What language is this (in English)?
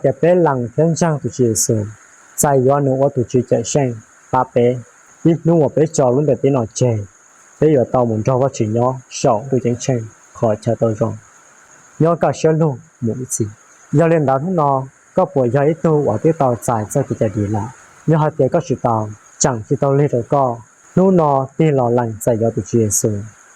Hmong